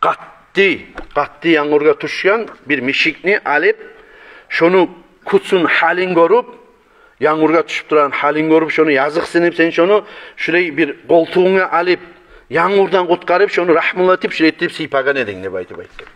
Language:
Kumyk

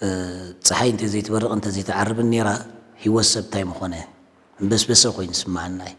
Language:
Tigrinya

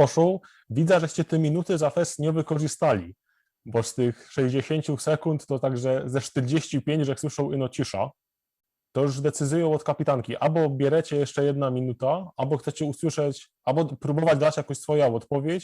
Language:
Silesian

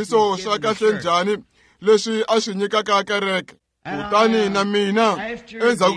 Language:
Tsonga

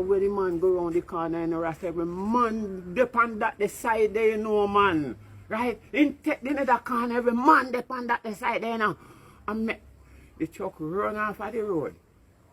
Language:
Jamaican Creole English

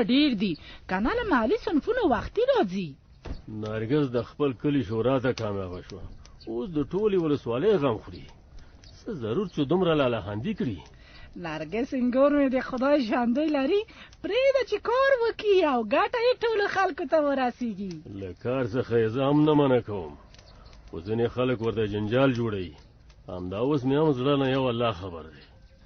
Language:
Pashto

